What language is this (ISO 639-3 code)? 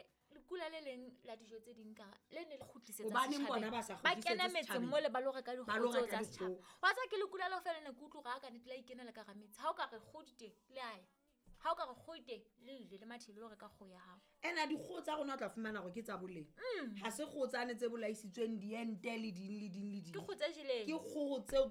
sot